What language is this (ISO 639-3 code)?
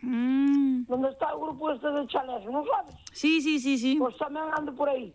glg